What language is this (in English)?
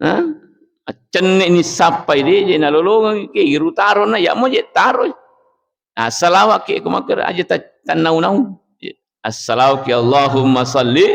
Buginese